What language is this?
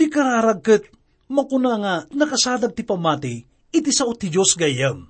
Iloko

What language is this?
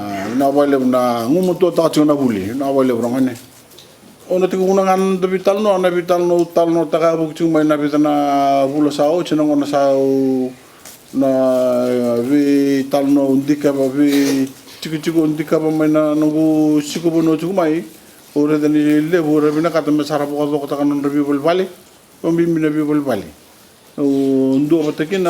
Fijian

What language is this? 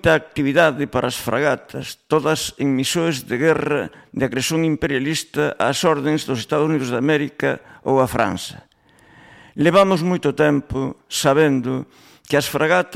Galician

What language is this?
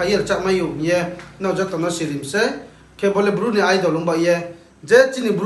Riang (India)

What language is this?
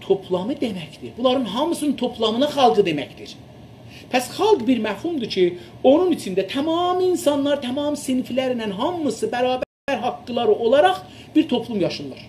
South Azerbaijani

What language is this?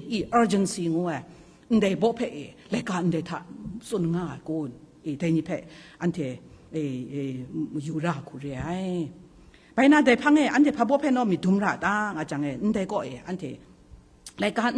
Kachin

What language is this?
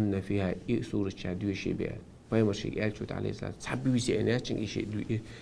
Chechen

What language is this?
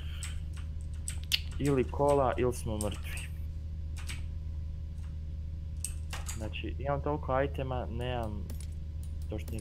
Croatian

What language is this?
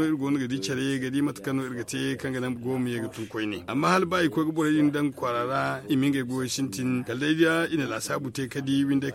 Zarma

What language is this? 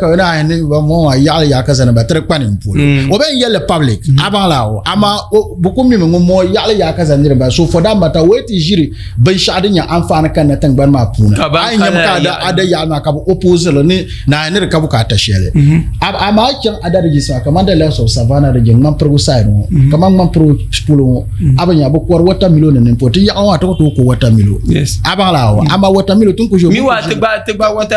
Dagbani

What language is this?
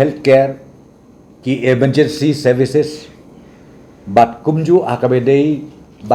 Khasi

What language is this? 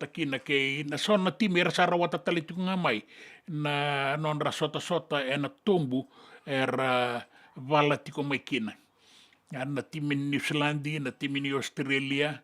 Fijian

